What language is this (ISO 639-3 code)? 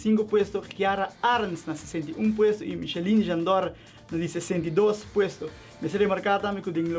pap